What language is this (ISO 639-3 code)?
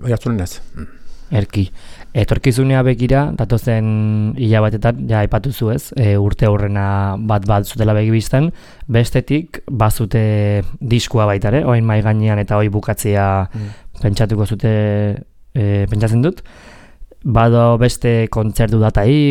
eus